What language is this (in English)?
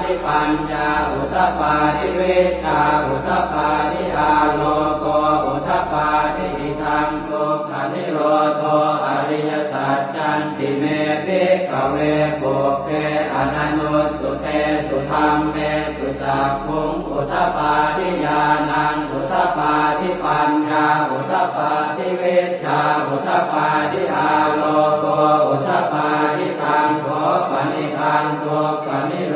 Pali